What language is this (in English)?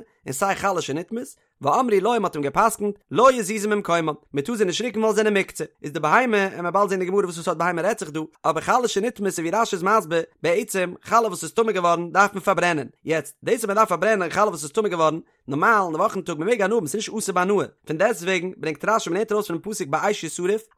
Yiddish